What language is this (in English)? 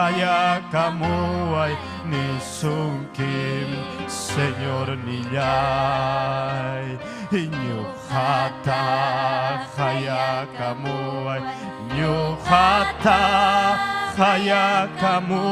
Ayacucho Quechua